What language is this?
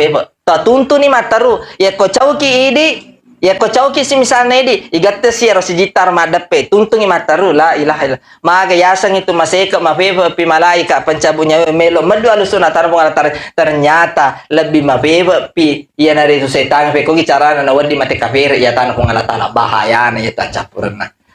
Buginese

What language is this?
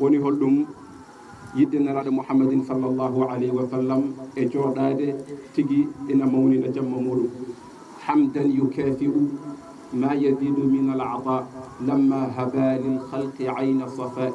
Fula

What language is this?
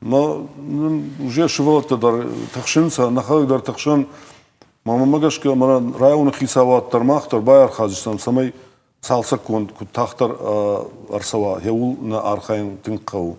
Ossetic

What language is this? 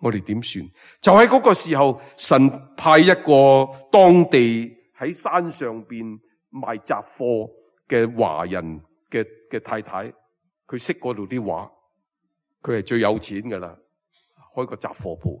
Cantonese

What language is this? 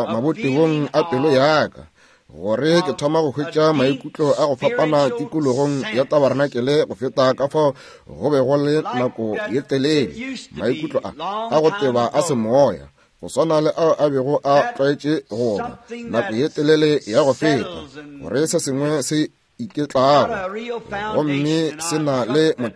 Northern Sotho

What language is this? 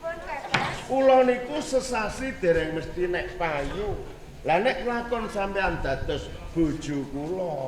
Javanese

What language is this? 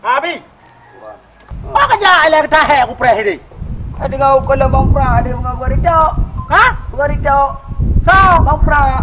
Achinese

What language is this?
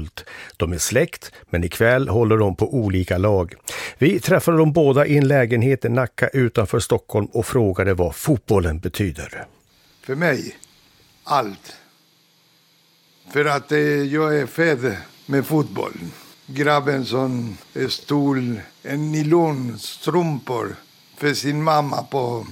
Swedish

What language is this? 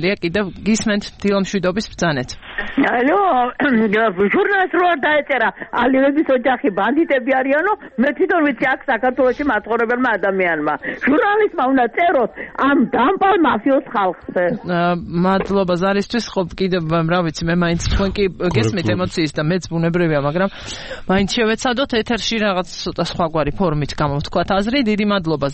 Georgian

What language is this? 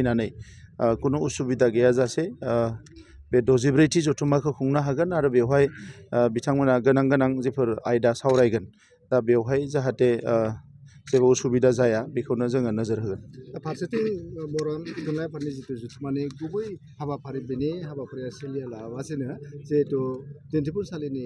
Bodo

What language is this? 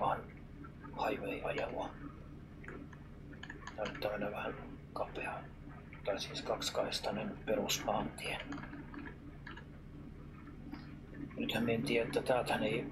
Finnish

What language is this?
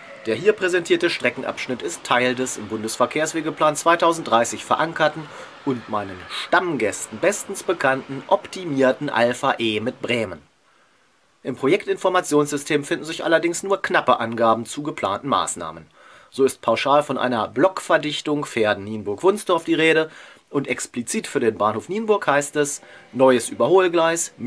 German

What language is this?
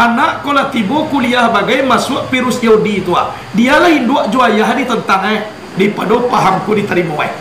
Minangkabau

